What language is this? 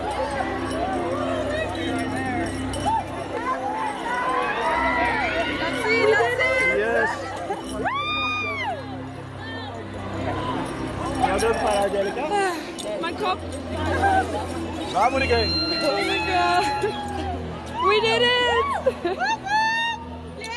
Dutch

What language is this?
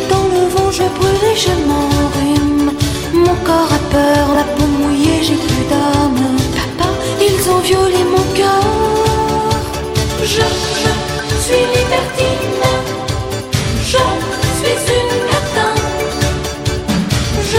French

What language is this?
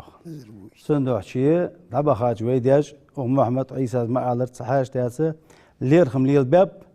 Ingush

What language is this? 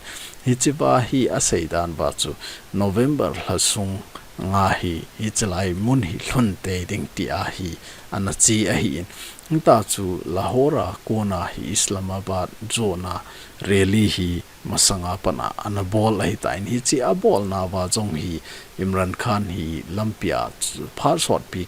Thado Chin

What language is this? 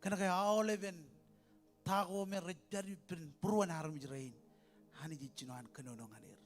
Marshallese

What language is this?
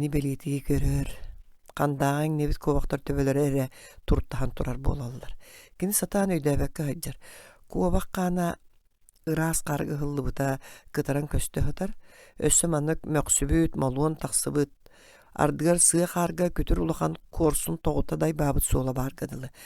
Yakut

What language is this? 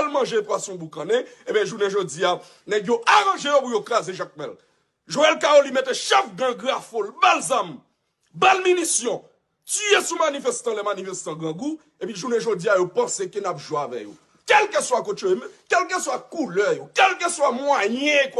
Haitian Creole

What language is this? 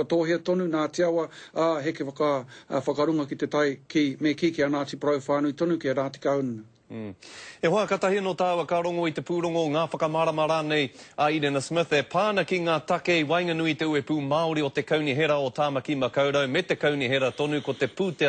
Māori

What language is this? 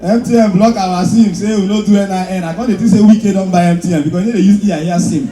Nigerian Pidgin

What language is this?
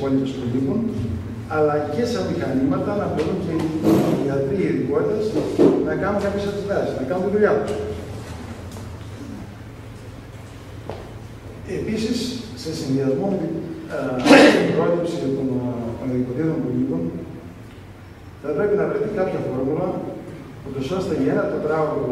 Greek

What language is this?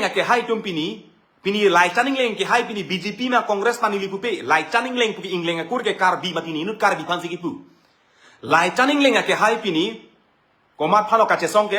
Karbi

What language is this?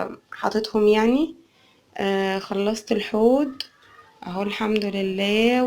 Egyptian Arabic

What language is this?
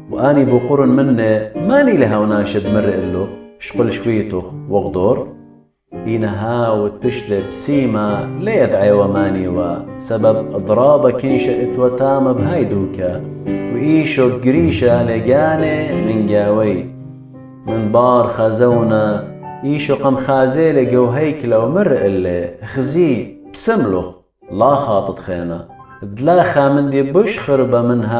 Assyrian Neo-Aramaic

